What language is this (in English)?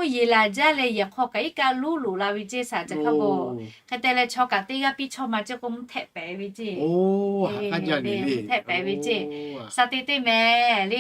Lahu